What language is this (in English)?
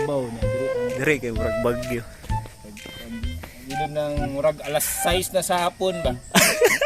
Cebuano